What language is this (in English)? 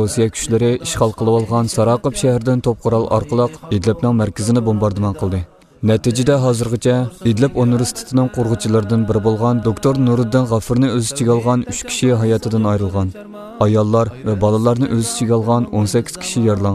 Uyghur